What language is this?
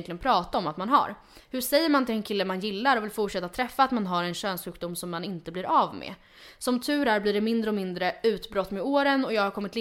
Swedish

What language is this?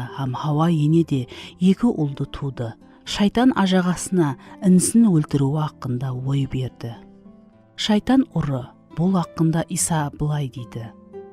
Kara-Kalpak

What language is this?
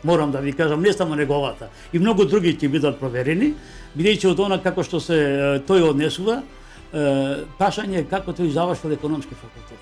Macedonian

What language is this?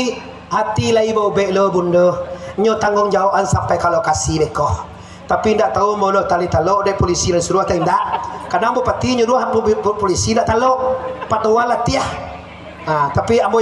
Minangkabau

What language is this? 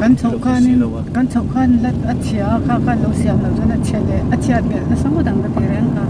Mizo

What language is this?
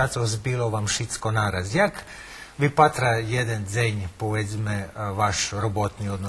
Rusyn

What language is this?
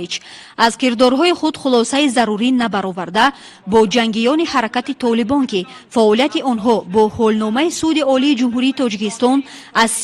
Tajik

